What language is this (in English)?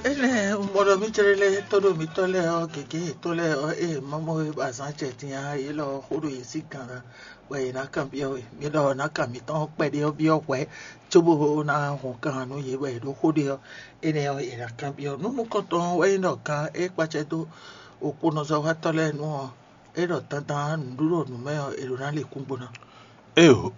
Fon